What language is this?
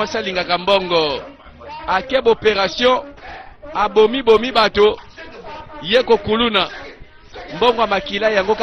Lingala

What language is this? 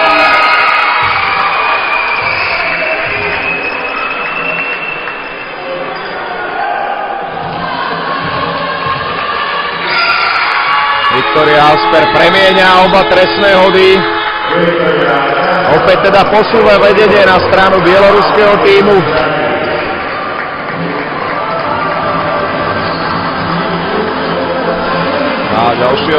Slovak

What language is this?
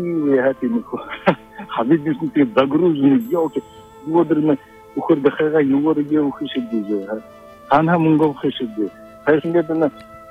Buriat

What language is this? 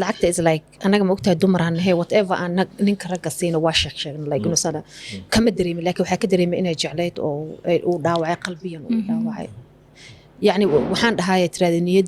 Somali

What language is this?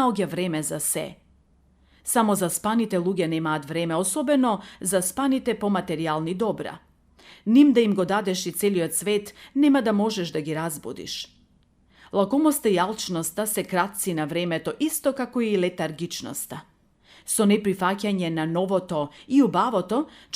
Macedonian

